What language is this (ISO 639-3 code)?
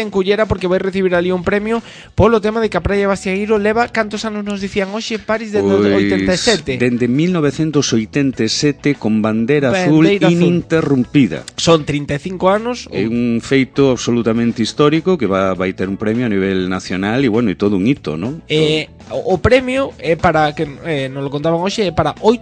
glg